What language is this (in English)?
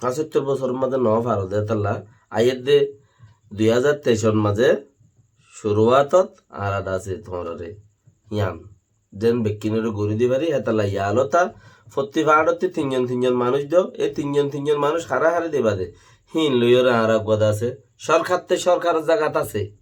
Rohingya